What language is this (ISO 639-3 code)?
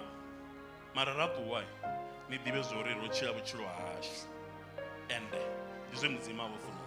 ven